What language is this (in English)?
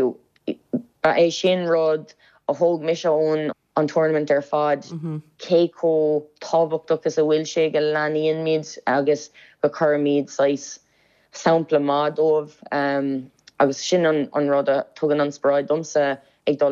Irish